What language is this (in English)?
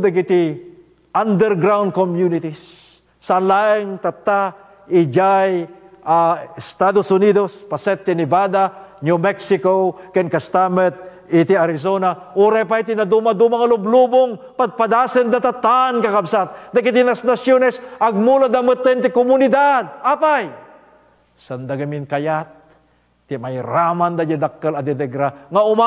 Iloko